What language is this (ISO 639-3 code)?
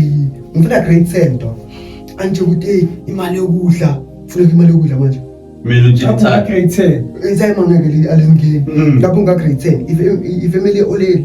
zul